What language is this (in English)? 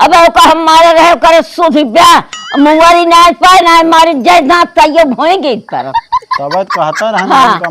Awadhi